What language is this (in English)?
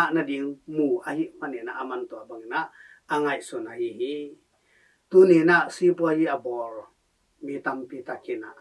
Tedim Chin